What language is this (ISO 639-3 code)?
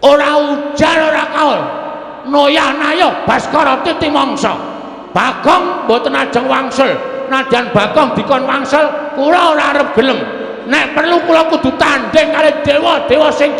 jav